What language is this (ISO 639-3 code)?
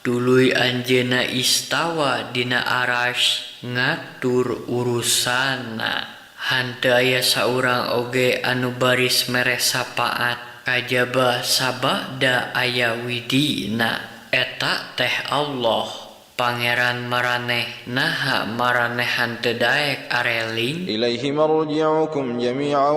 sun